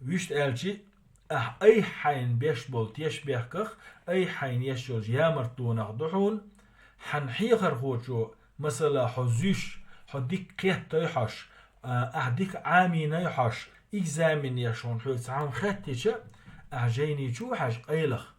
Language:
Chechen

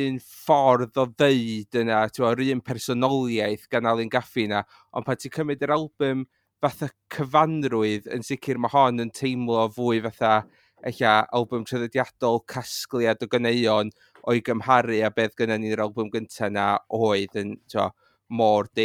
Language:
Welsh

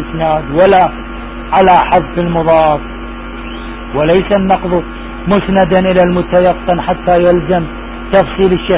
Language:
Arabic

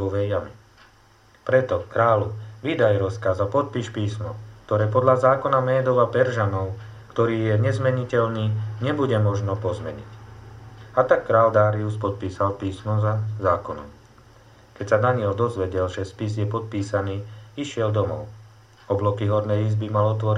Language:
Slovak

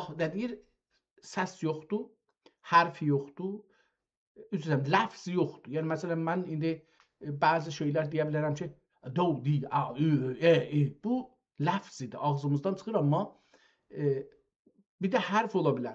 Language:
South Azerbaijani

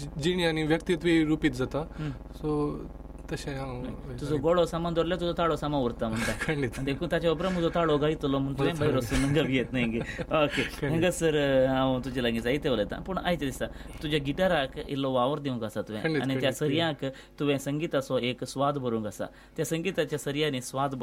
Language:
Konkani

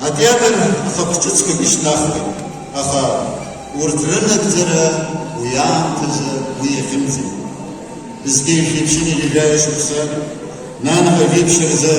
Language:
Abkhazian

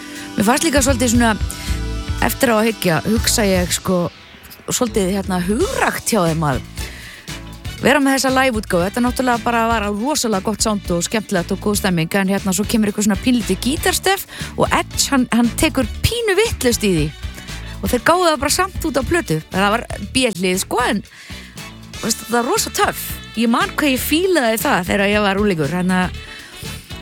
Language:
Icelandic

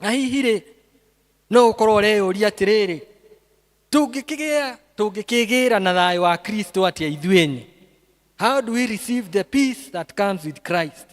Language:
Kikuyu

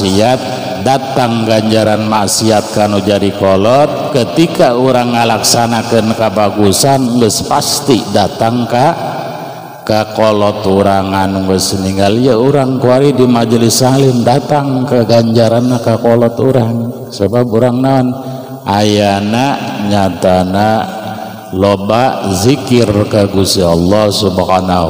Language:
Sundanese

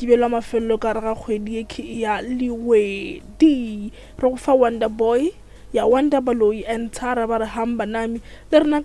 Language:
Northern Sotho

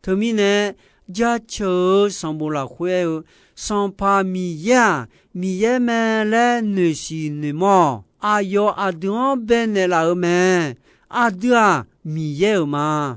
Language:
Akha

